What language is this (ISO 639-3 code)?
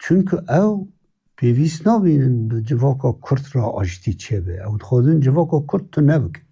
kur